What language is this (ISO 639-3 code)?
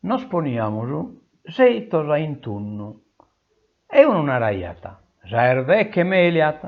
srd